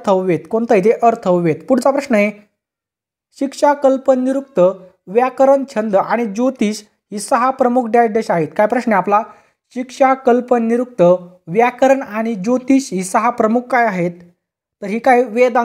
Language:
Marathi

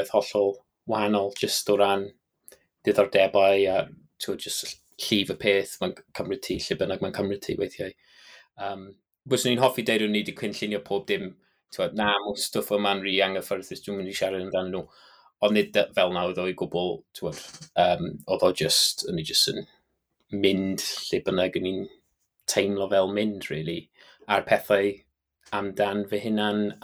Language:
Welsh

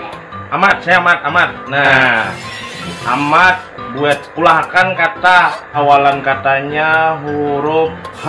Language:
Banjar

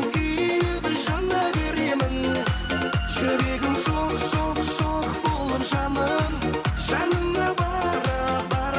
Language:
Kara-Kalpak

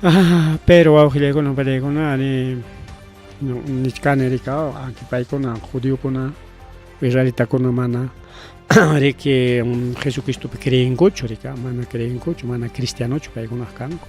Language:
Ayacucho Quechua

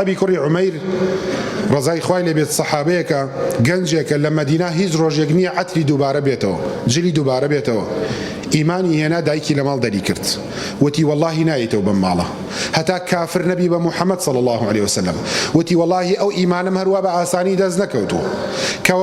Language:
Central Kurdish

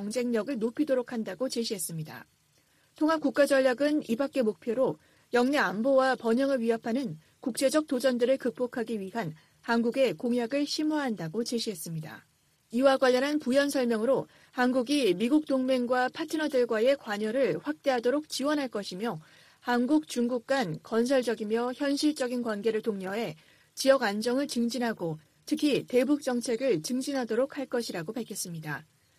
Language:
Korean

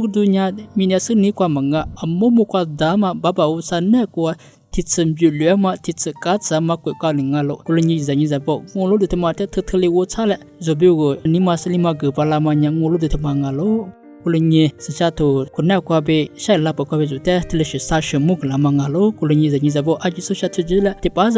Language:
Lisu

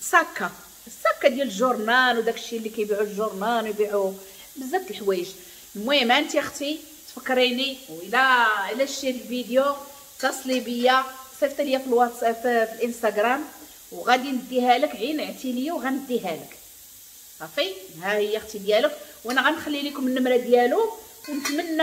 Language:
Moroccan Arabic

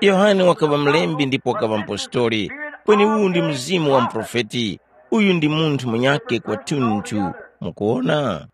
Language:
Tumbuka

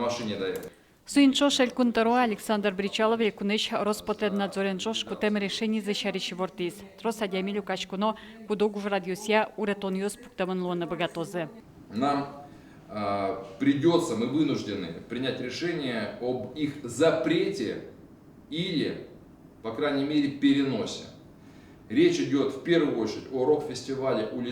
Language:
Udmurt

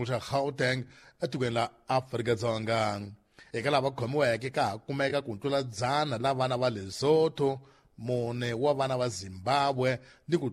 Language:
Tsonga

